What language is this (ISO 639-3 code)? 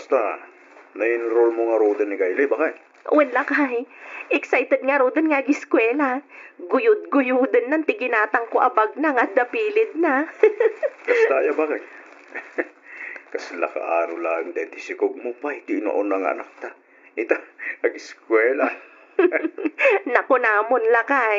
ilo